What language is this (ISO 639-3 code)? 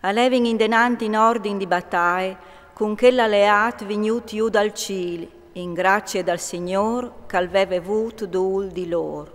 fur